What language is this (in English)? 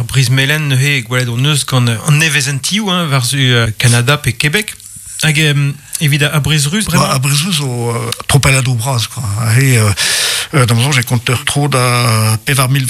Breton